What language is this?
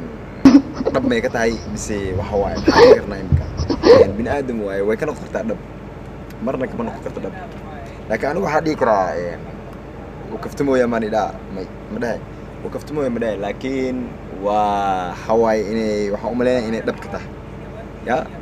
Somali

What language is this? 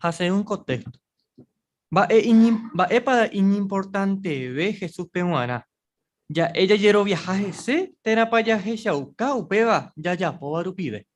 Guarani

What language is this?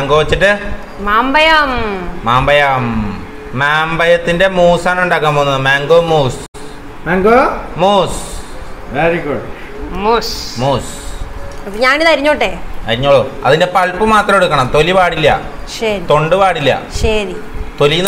Malayalam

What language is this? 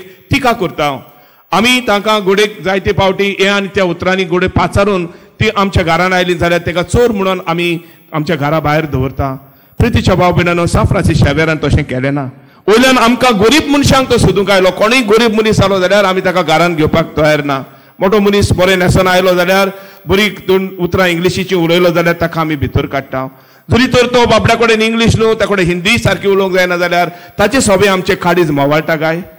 Konkani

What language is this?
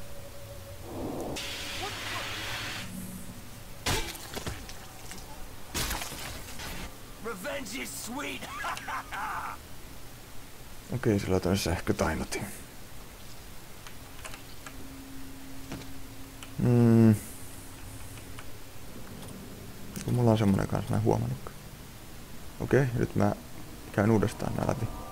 Finnish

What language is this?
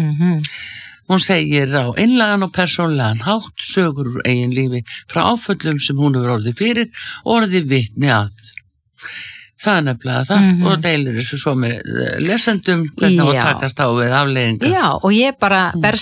Icelandic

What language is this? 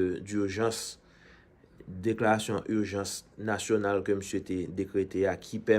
Haitian Creole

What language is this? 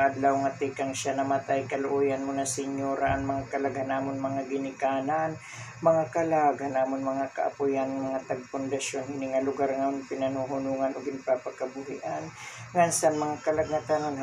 Waray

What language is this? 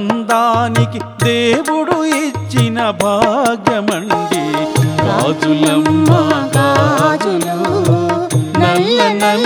Telugu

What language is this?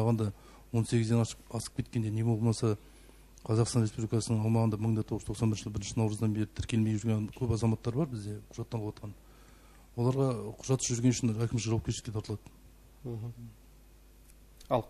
Kazakh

